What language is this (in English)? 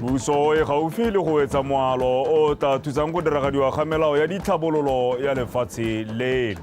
Tswana